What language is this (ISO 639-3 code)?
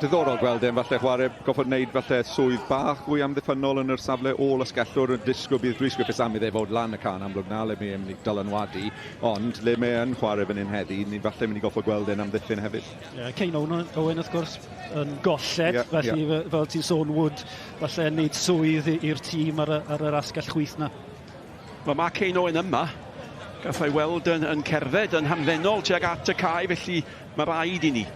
cym